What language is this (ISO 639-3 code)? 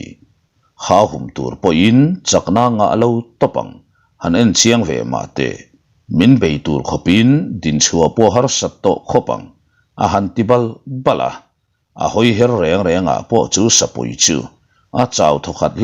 lus